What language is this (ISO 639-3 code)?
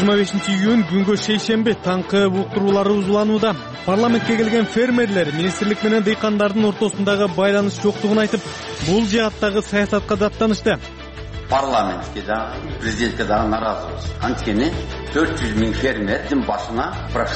kir